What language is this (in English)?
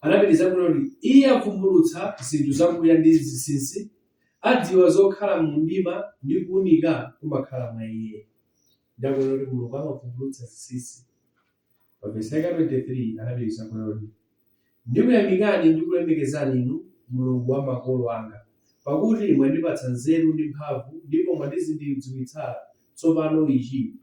Nyanja